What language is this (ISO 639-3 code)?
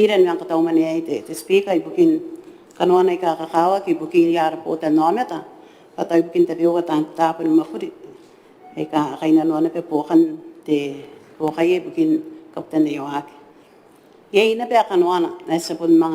gil